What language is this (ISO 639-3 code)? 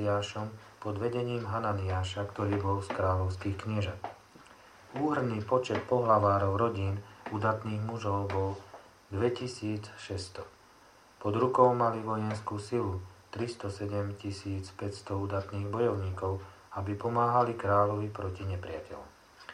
slk